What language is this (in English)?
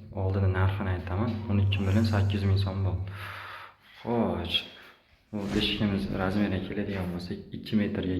Uzbek